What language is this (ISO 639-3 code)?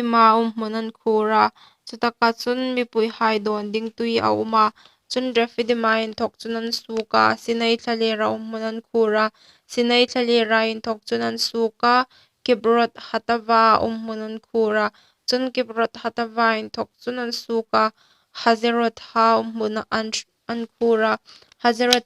hmr